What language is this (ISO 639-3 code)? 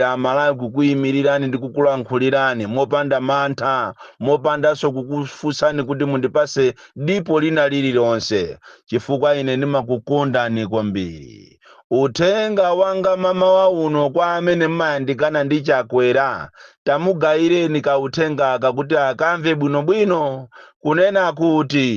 nya